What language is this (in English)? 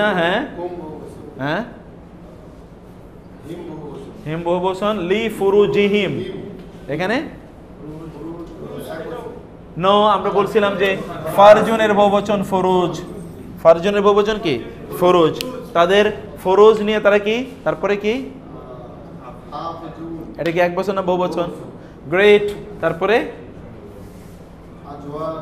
Bangla